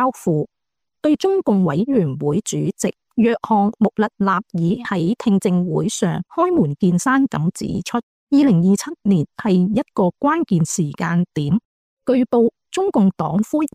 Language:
Cantonese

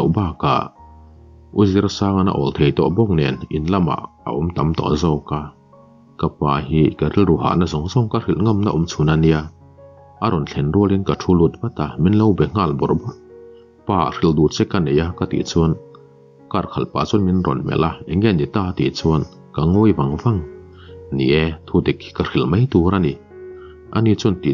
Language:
Mizo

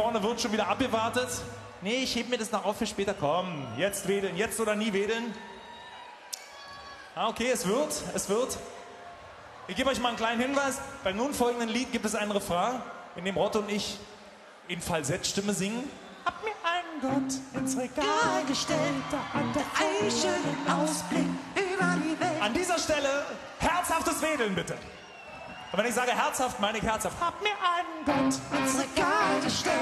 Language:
German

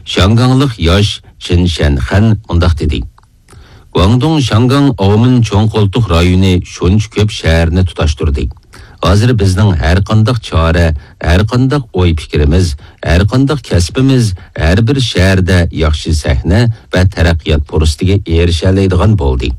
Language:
Uyghur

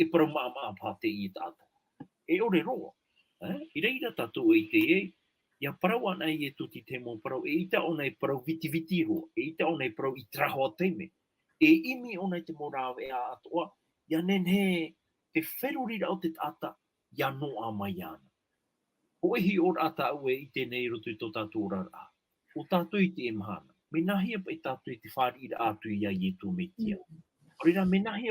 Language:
Tahitian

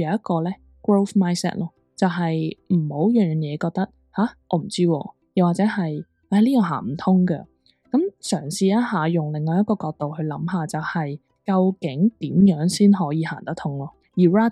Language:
Cantonese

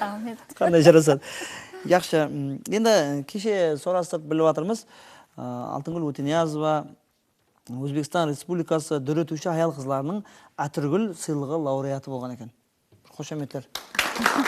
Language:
Kara-Kalpak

